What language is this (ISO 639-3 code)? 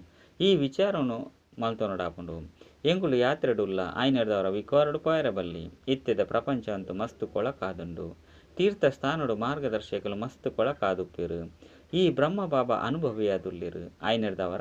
tcy